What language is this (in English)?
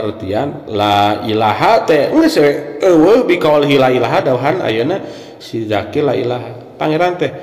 Sundanese